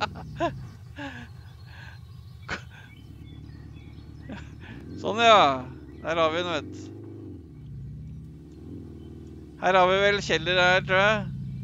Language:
Norwegian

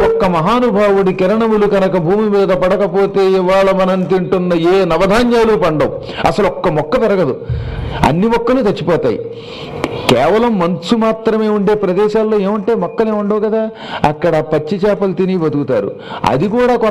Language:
Telugu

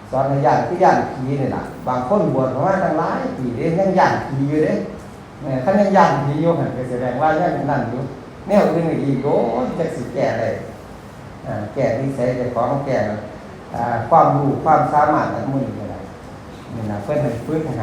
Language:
Northeastern Thai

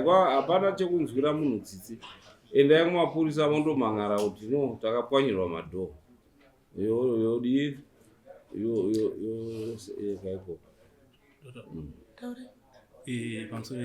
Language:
Shona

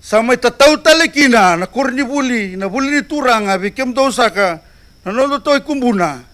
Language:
Fijian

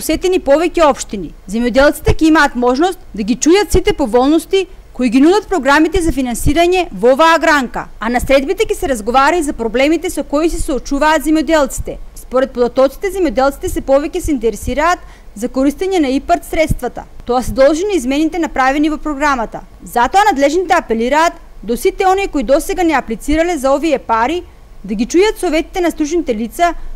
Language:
Macedonian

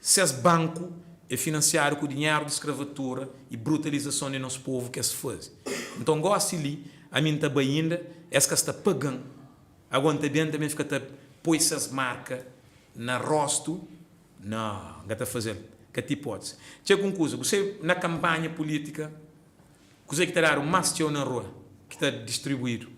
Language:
Kabuverdianu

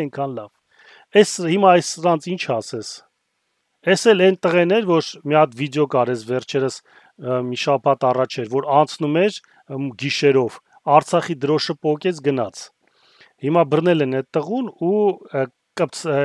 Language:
Armenian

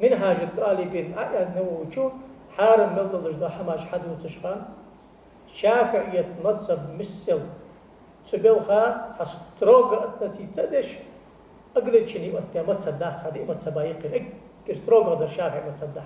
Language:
Ingush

